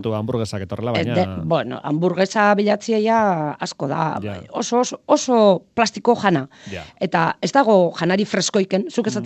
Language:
Basque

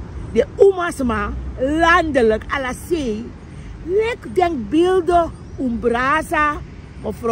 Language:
Sranan Tongo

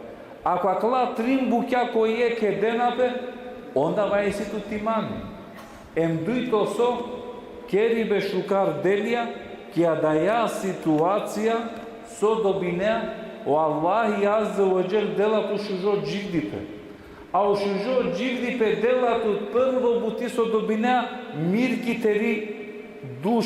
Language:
Balkan Romani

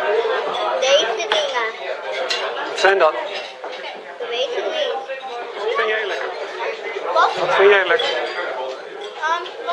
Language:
Dutch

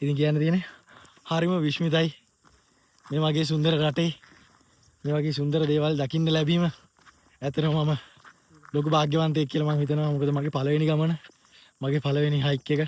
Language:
Sinhala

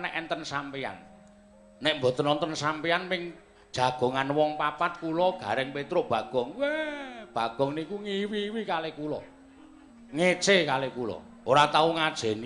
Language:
Javanese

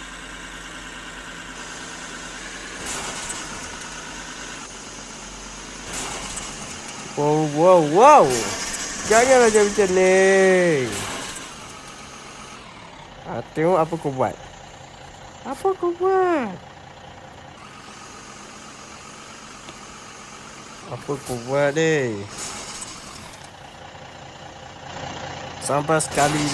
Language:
Malay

